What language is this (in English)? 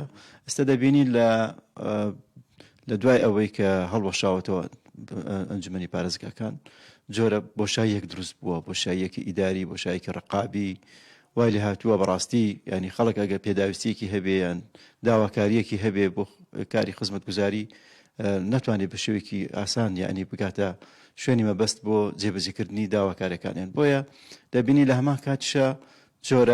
Central Kurdish